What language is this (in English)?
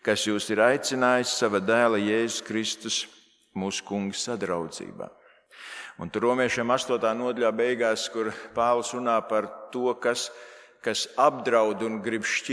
Latvian